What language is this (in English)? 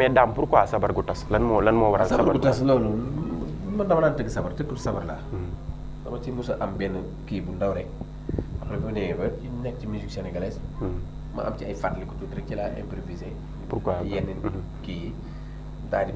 Wolof